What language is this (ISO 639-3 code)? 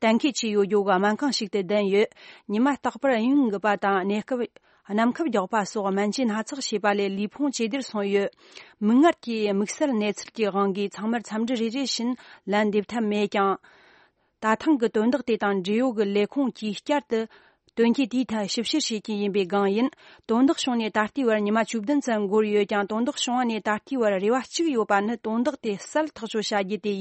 bod